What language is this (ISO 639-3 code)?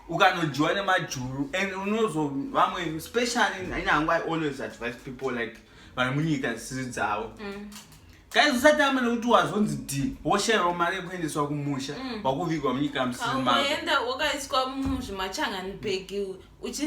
sna